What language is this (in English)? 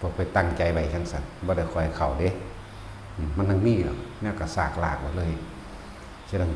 Northeastern Thai